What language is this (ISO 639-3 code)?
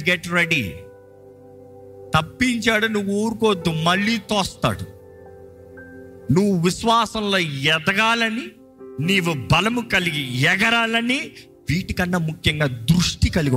tel